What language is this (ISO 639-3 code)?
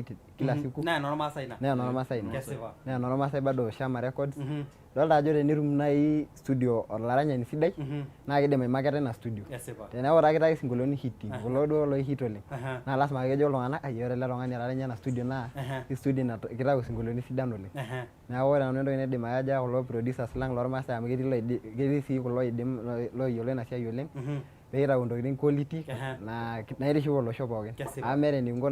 mas